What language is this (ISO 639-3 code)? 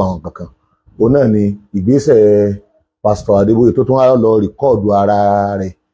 yor